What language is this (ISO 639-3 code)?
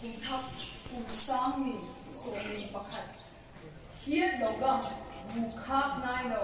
vap